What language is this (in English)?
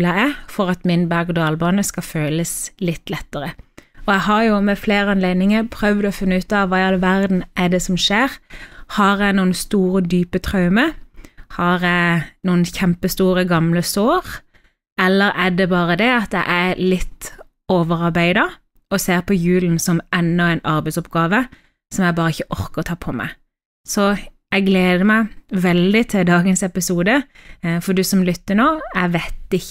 Norwegian